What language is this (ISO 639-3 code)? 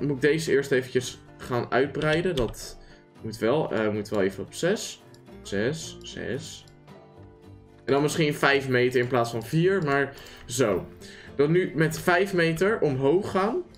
nld